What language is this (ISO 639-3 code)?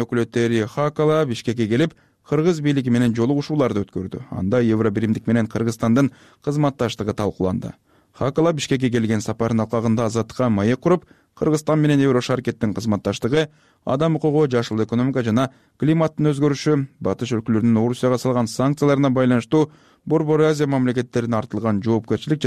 kir